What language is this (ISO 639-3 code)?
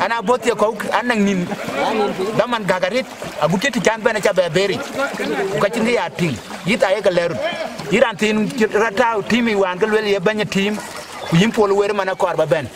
din